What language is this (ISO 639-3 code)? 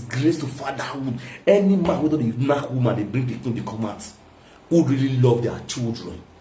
pcm